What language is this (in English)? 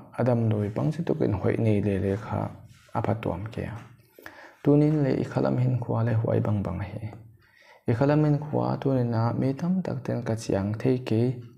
Paite Chin